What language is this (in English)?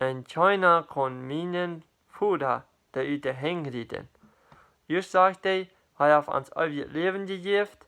Plautdietsch